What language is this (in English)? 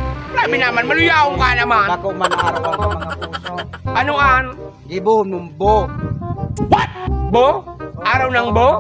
Bikol